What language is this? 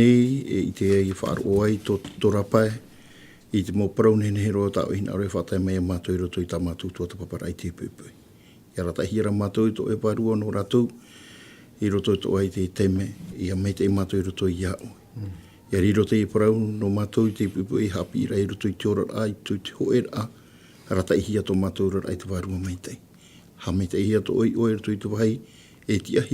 Tahitian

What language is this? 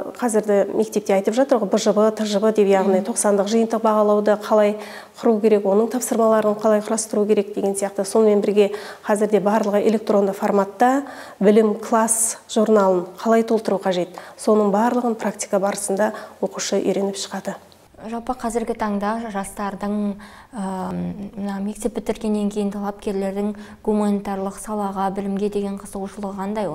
Kazakh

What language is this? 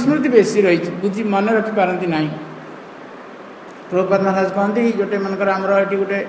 Odia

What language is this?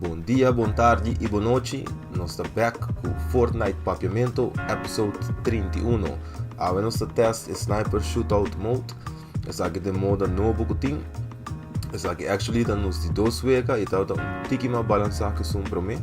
Papiamento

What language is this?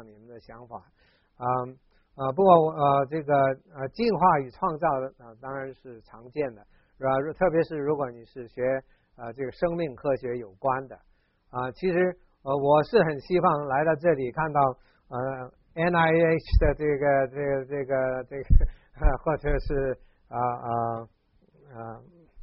Chinese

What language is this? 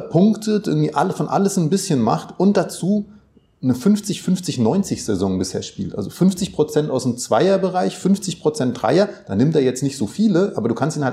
German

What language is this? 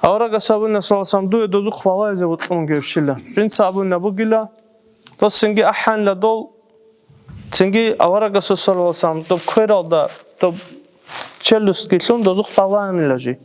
Avaric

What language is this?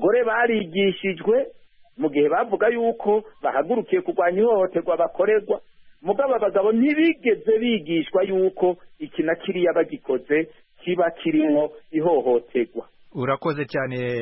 Kinyarwanda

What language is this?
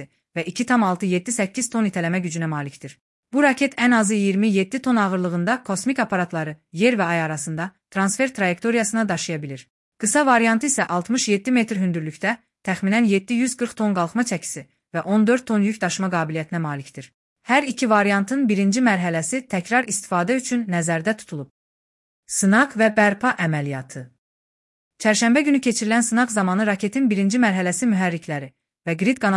Azerbaijani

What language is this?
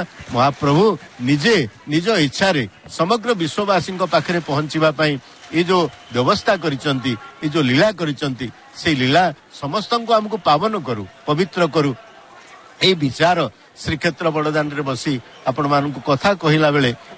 Odia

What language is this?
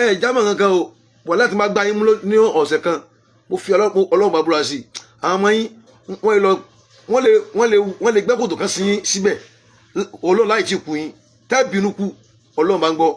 Yoruba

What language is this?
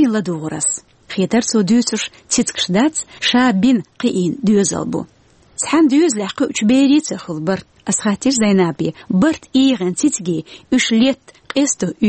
Chechen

